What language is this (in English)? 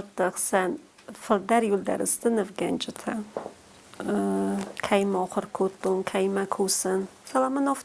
Ossetic